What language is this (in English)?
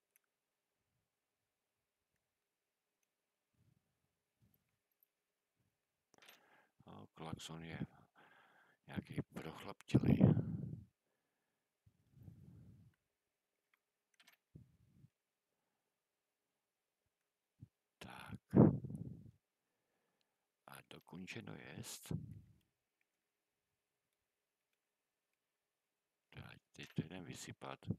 Czech